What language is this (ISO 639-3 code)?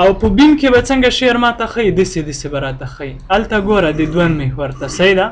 pus